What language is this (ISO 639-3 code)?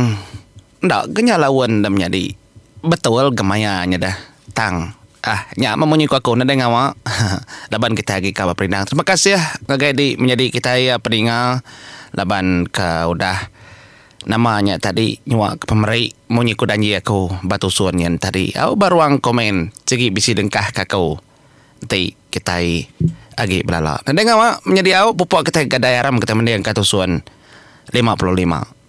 iba